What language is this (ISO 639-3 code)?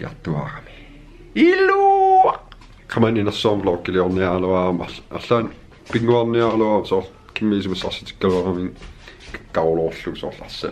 kal